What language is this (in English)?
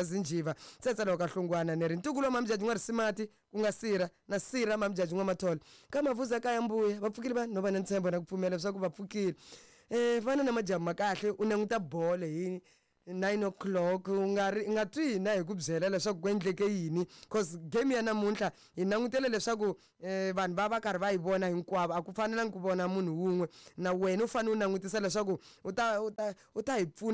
Tsonga